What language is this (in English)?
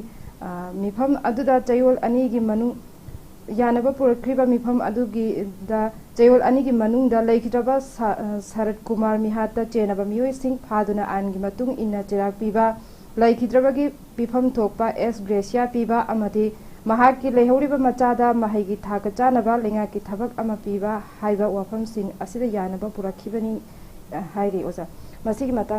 Manipuri